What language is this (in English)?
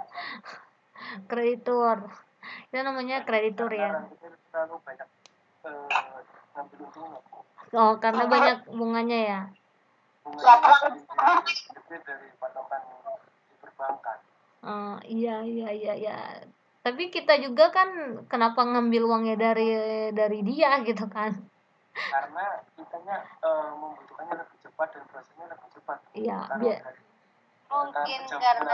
Indonesian